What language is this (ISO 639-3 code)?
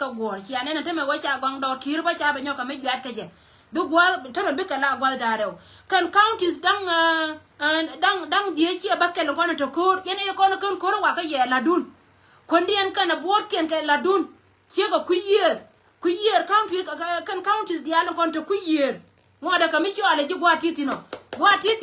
nus